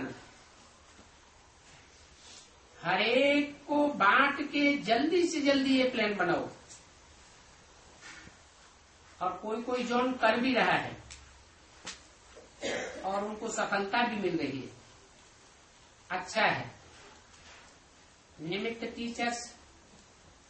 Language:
Hindi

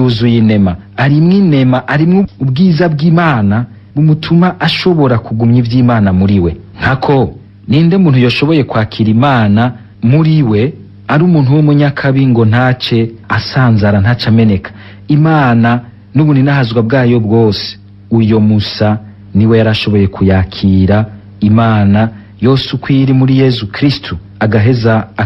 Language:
Rundi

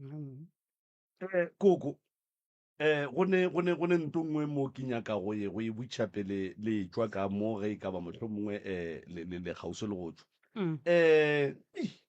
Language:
Northern Sotho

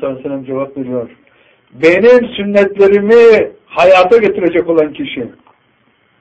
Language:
Turkish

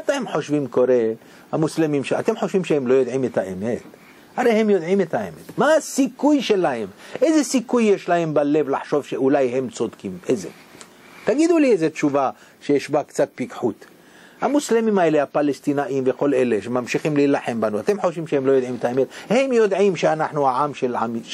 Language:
Hebrew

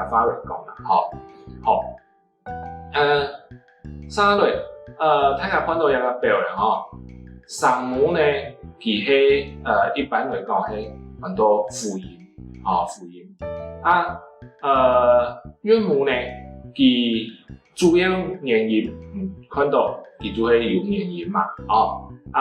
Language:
Hakka Chinese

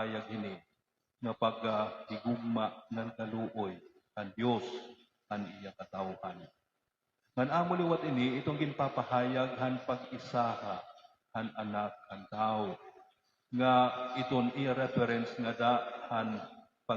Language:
Waray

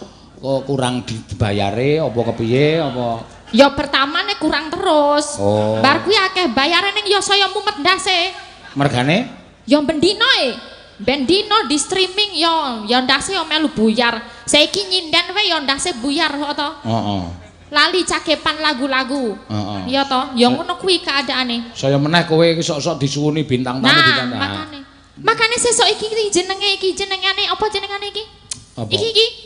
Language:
Javanese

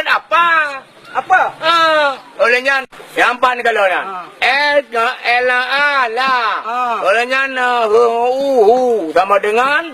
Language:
Achinese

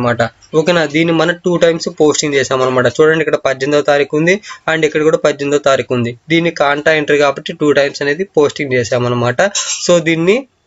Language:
Telugu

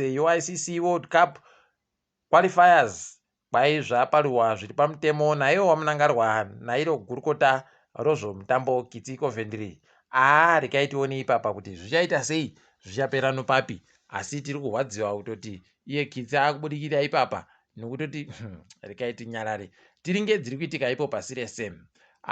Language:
Ndau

